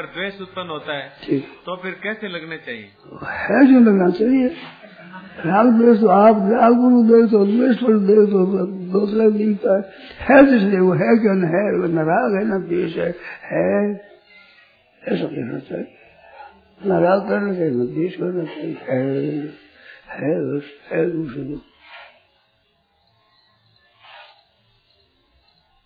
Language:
Hindi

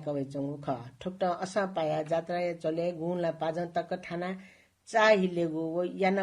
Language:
Newari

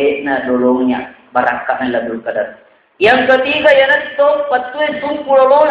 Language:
Buginese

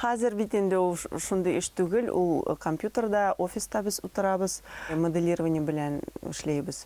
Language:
Bashkir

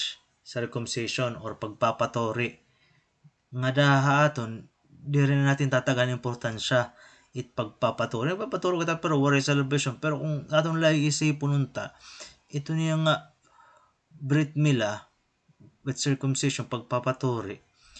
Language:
Waray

